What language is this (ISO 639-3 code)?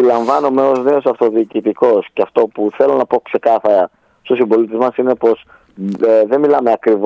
ell